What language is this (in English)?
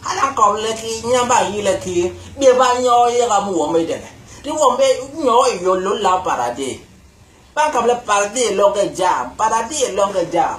Basaa